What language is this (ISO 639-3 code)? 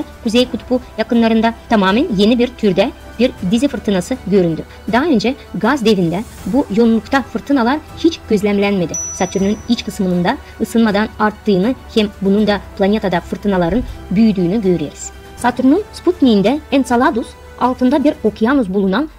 gag